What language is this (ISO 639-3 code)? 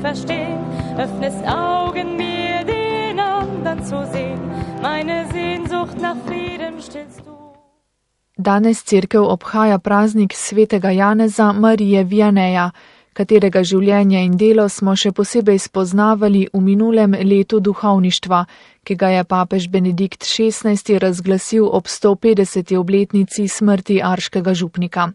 slv